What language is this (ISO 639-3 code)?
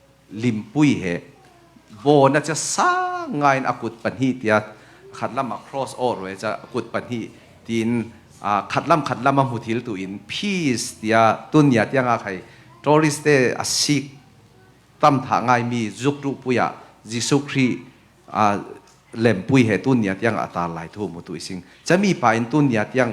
cfm